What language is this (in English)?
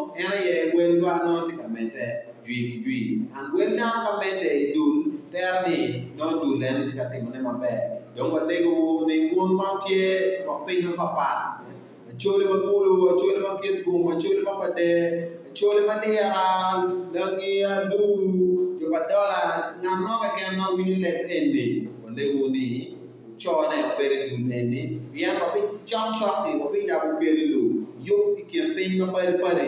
Acoli